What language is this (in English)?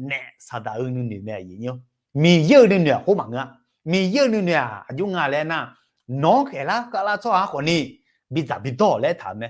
Akha